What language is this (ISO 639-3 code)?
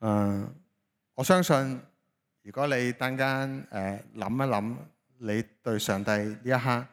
yue